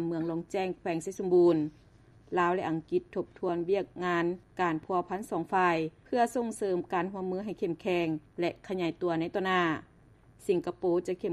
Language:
Lao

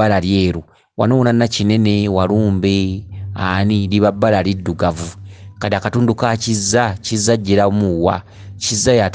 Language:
Ganda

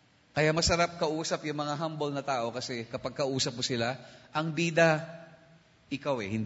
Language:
Filipino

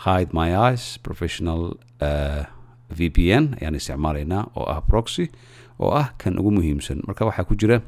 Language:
Somali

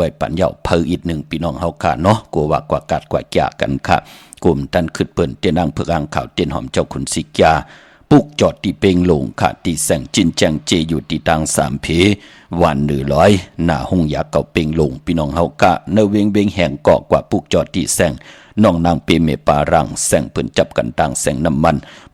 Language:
Shan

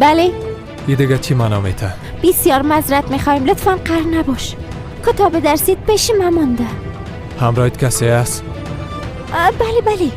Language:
Persian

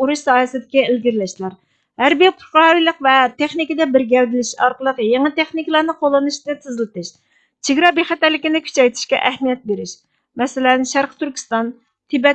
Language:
Uyghur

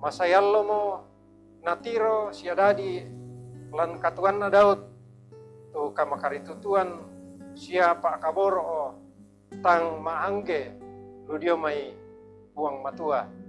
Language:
Toraja-Sa'dan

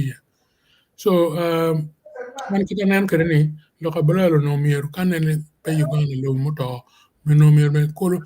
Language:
Acoli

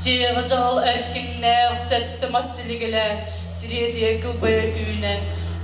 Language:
Yakut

